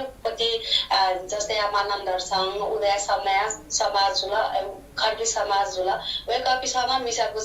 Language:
Newari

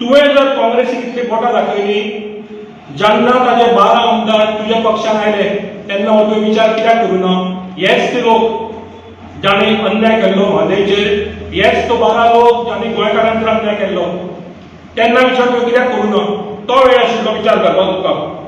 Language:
Konkani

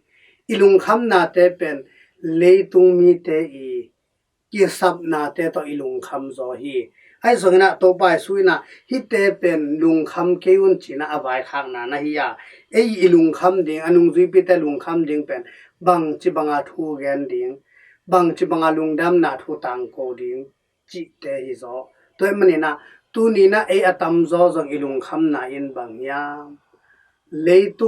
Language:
Tedim Chin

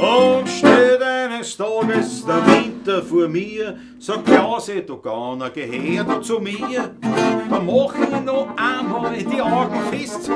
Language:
Bavarian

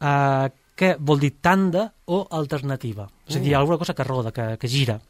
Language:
Catalan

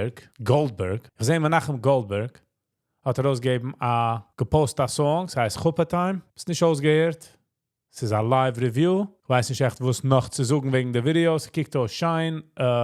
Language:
Yiddish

